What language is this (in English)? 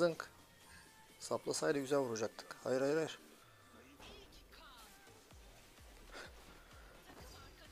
Turkish